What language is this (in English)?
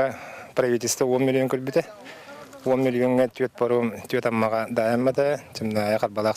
Yakut